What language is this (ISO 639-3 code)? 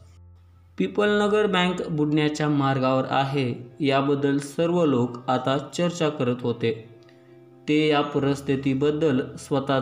mar